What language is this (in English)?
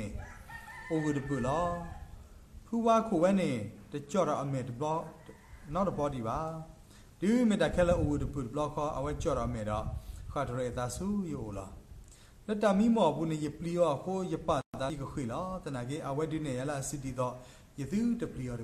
S'gaw Karen